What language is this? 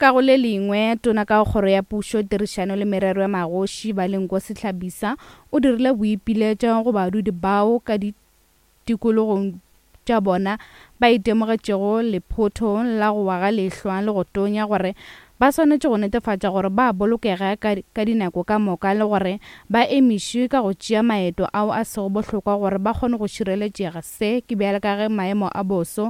Northern Sotho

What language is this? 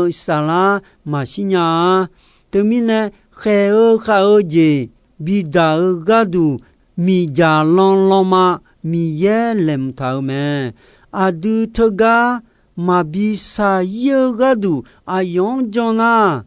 Akha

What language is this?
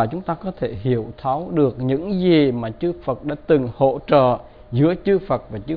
Vietnamese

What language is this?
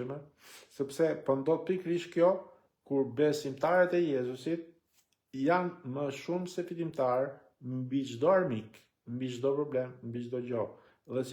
Albanian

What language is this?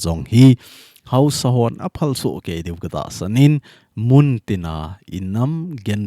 Thado Chin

